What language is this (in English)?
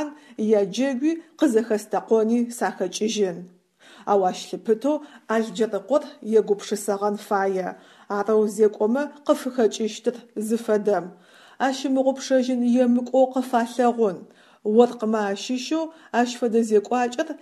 Adyghe